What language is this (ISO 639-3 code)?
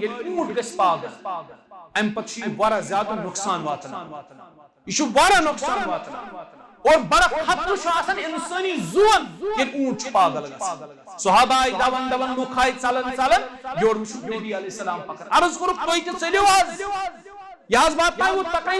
kas